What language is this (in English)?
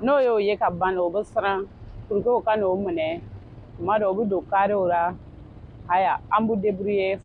Bambara